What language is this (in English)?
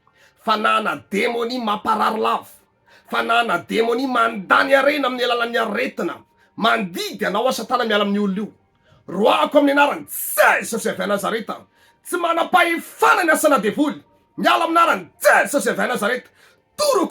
Malagasy